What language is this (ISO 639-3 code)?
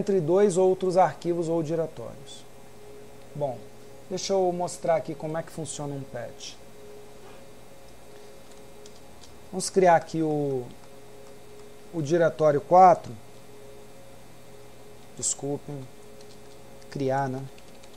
por